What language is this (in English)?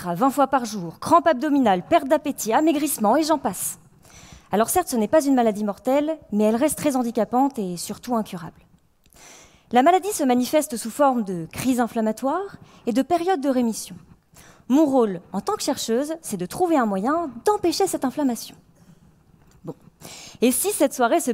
French